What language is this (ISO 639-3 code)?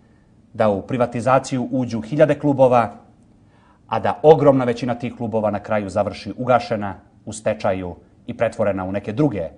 srp